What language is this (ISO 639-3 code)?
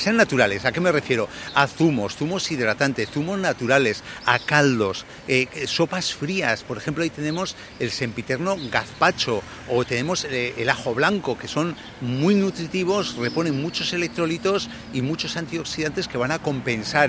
spa